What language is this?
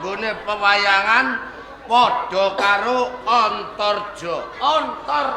Javanese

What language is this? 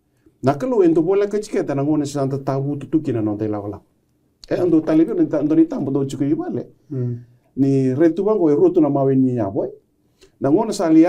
Fijian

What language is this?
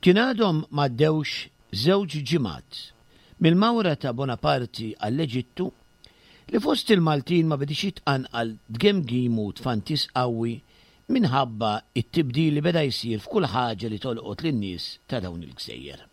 Maltese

